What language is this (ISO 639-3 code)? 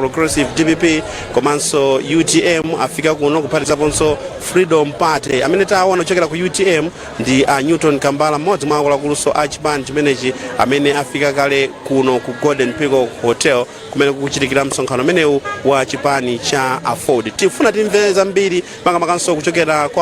nya